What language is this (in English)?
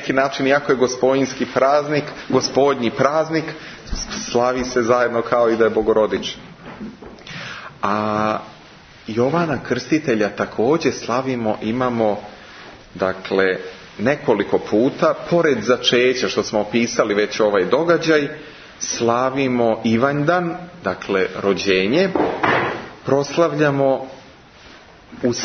Serbian